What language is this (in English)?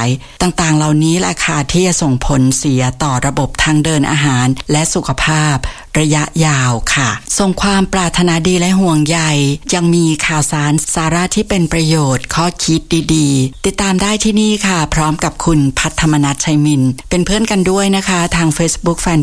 Thai